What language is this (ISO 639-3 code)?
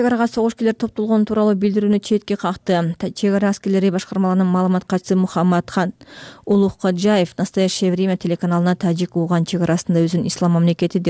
kir